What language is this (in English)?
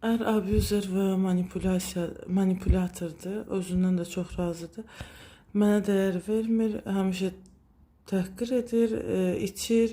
Azerbaijani